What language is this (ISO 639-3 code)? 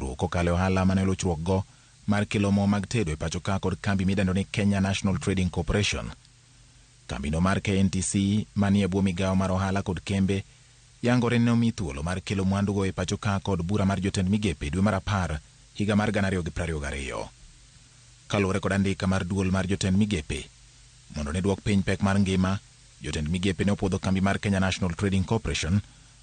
luo